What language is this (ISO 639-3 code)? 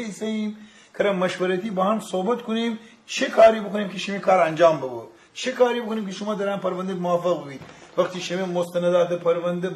glk